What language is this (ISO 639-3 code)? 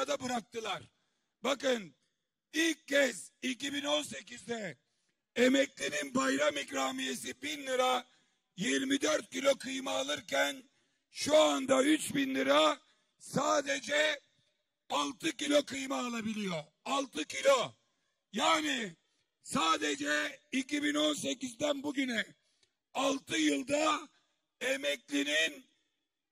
tur